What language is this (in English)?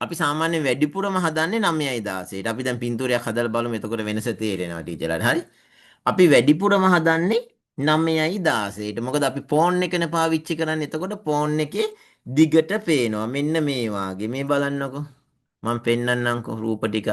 Sinhala